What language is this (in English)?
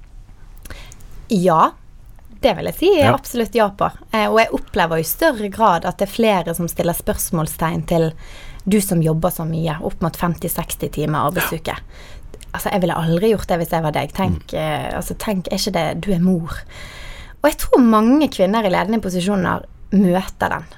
Norwegian